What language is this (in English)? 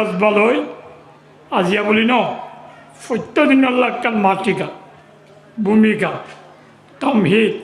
Rohingya